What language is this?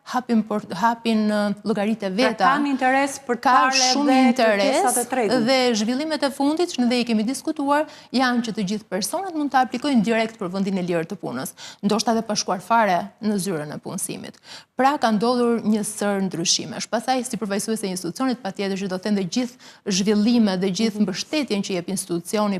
Albanian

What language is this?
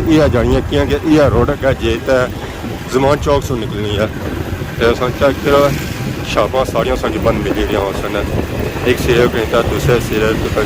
Pahari-Potwari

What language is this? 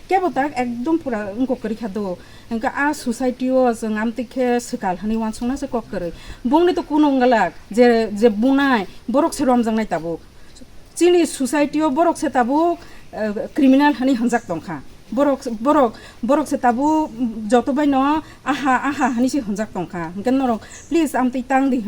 Kok Borok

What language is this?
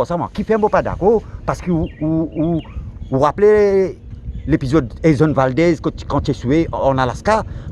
Morisyen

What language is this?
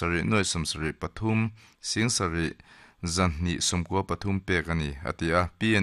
Mizo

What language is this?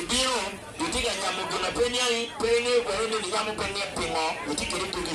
Acoli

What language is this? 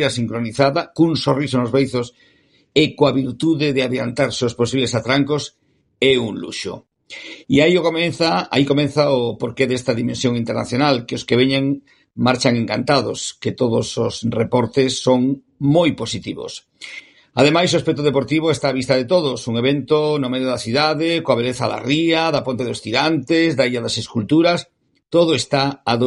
Galician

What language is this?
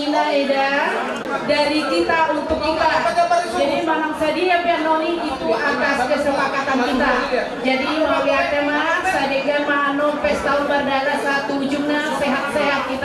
Batak Toba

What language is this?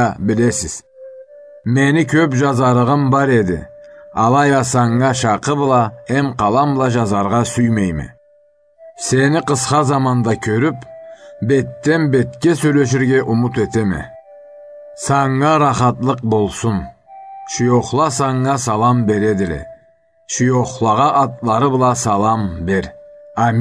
Karachay-Balkar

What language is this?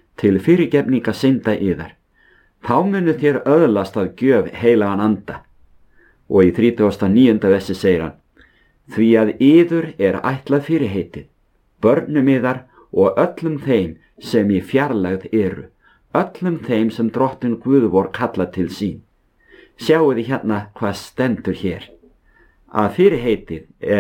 Icelandic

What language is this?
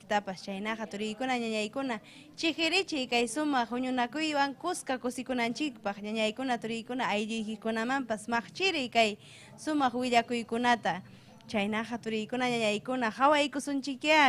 Ayacucho Quechua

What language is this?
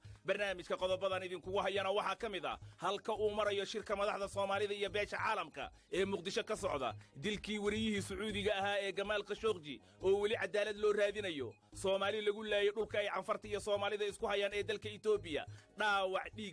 Somali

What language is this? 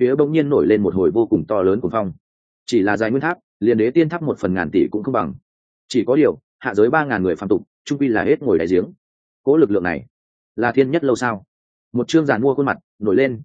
Vietnamese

